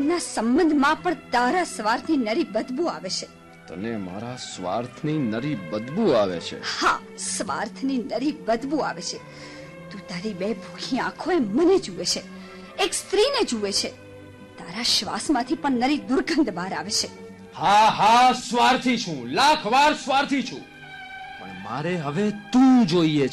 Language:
Gujarati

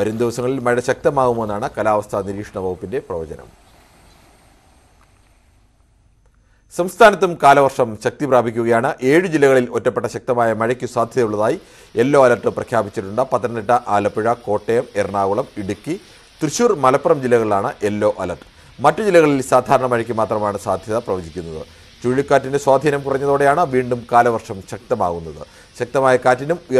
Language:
Malayalam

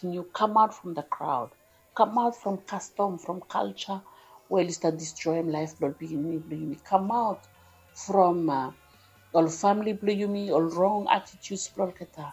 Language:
Bislama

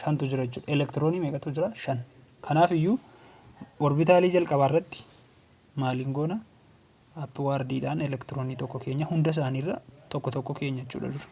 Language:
Oromo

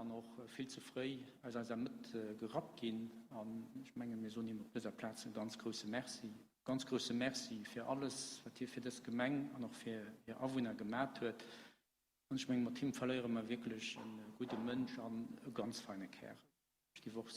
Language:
Luxembourgish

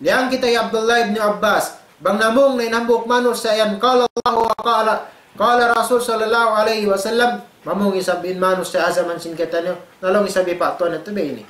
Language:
Tausug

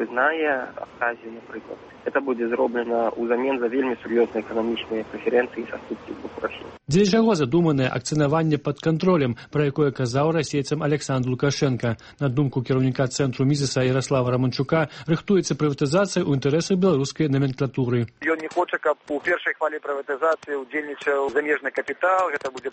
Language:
Belarusian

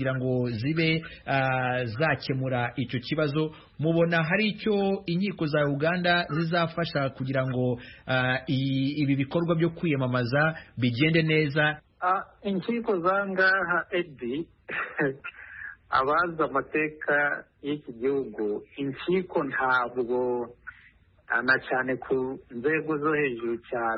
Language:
Kinyarwanda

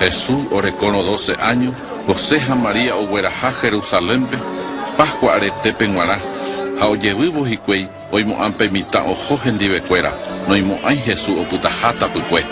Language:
Guarani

